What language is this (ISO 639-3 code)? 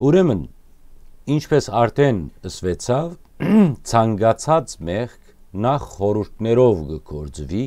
hyw